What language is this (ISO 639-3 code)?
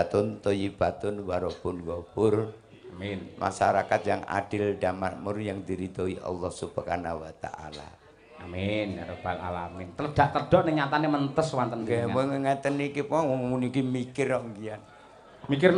jav